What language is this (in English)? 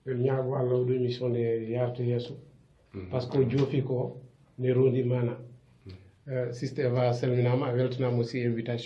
Fula